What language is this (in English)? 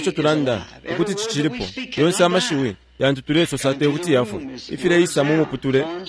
Bemba